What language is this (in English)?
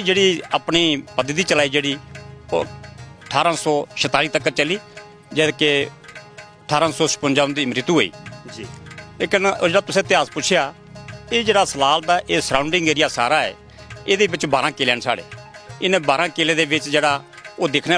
Dogri